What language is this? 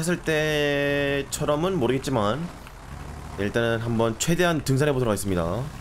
Korean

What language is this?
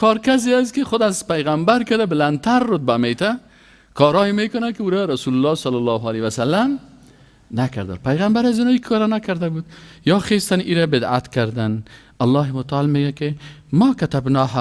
Persian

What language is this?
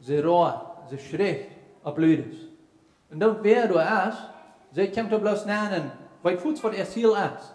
Plautdietsch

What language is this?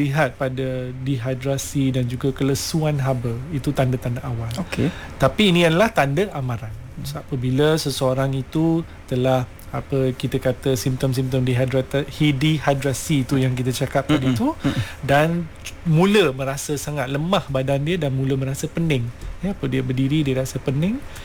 Malay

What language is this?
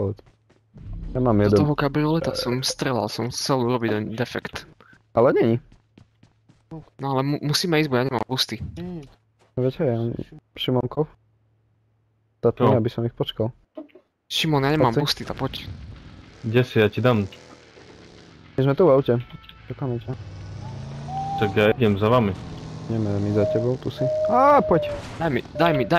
Slovak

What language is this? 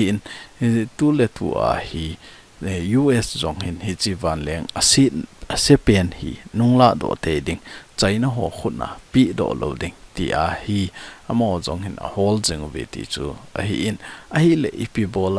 Thado Chin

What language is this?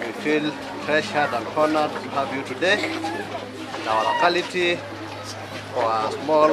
Masai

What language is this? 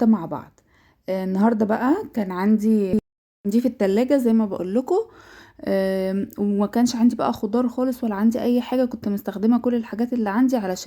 Egyptian Arabic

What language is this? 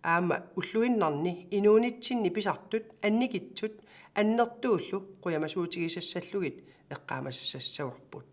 Kalaallisut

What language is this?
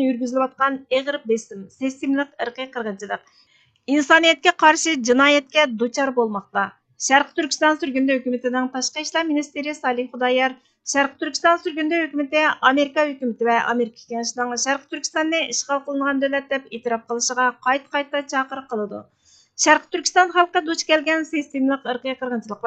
Uyghur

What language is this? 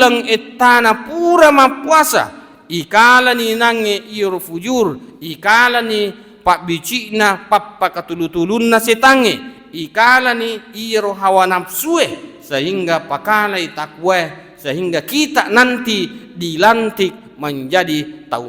Buginese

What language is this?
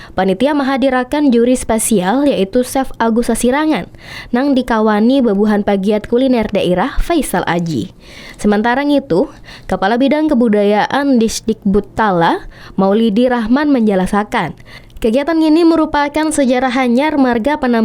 Banjar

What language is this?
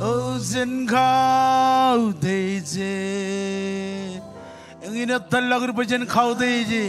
Marshallese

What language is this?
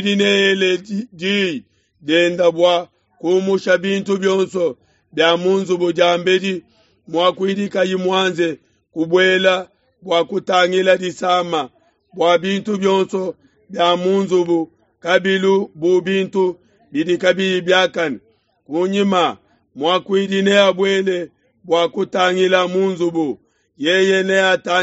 Luba-Lulua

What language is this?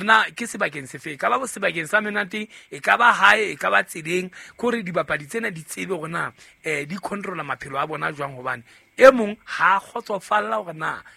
Southern Sotho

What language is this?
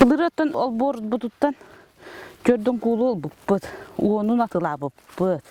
Yakut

